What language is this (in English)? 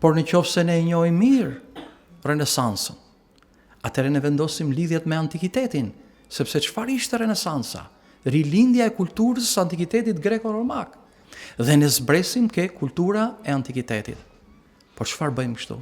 Albanian